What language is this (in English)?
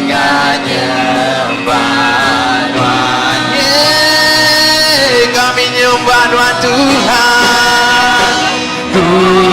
Iban